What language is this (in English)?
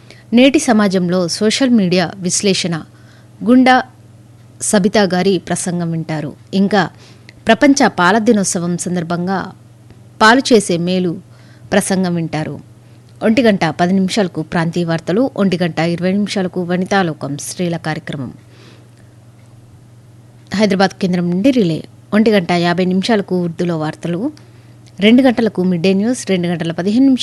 Telugu